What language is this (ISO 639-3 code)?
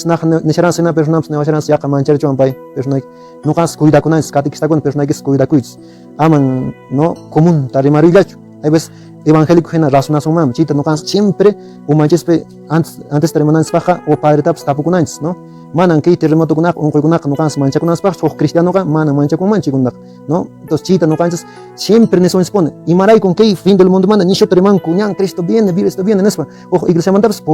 que